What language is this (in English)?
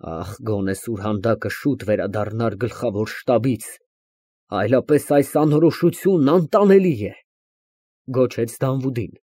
Armenian